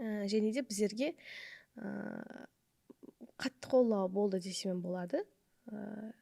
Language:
Kara-Kalpak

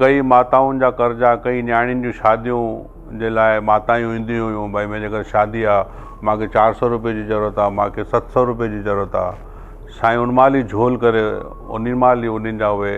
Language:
Sindhi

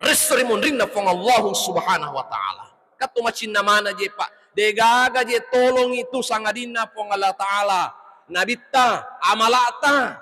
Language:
Buginese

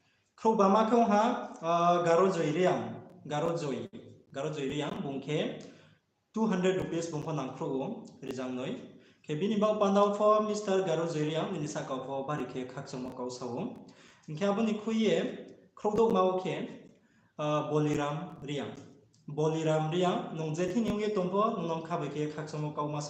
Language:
Riang (India)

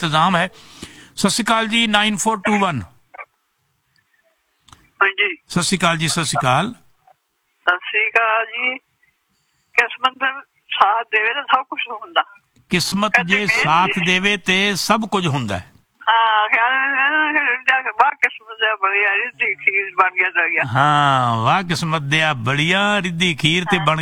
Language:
Punjabi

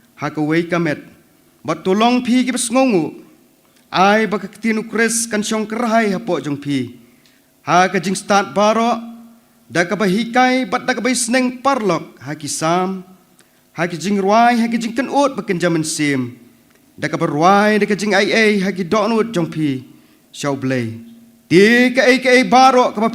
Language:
Khasi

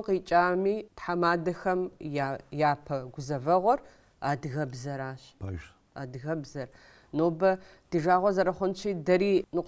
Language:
Kabardian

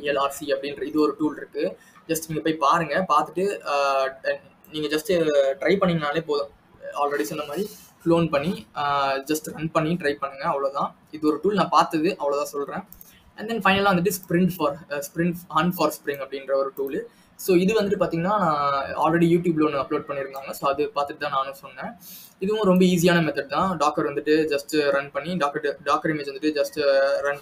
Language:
Tamil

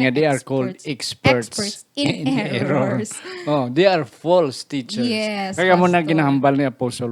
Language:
Hiligaynon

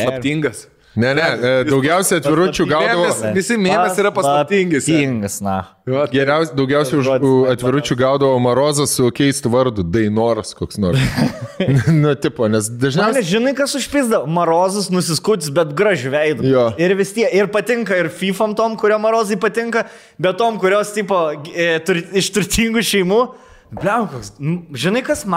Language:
Lithuanian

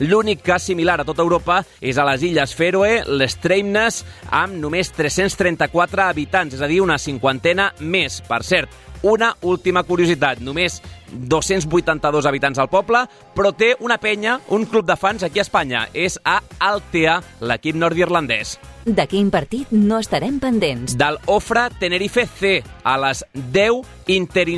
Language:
Catalan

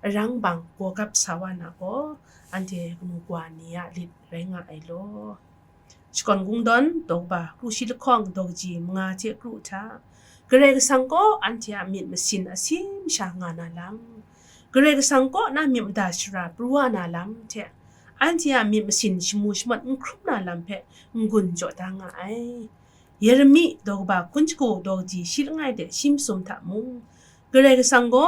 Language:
Kachin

